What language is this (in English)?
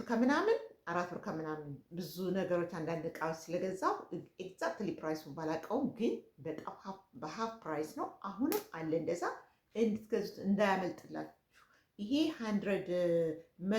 Amharic